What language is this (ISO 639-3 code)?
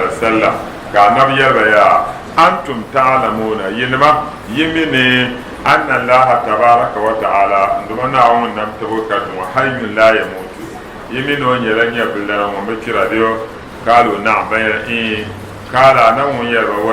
dag